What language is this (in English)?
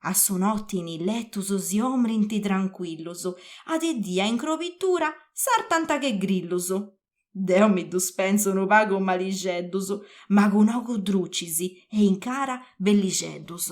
Sardinian